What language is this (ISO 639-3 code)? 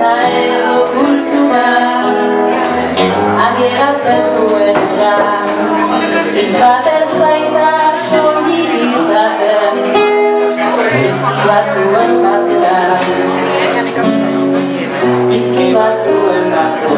eus